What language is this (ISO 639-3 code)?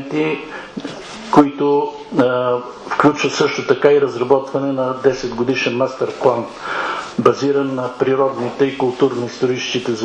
bul